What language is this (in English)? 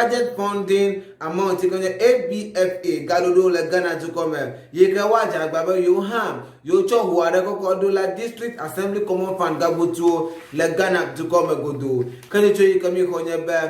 Ewe